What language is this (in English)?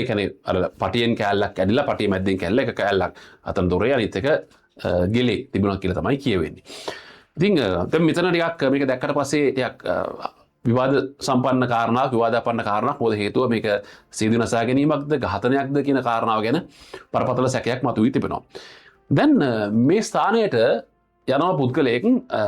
Sinhala